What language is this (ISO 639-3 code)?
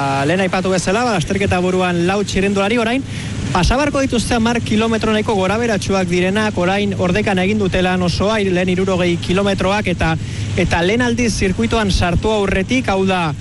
eus